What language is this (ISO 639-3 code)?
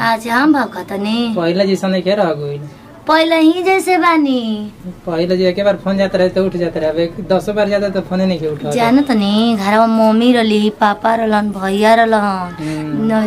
bho